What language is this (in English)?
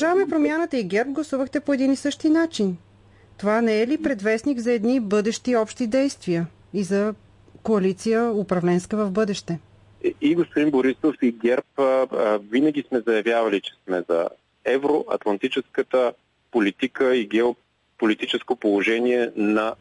Bulgarian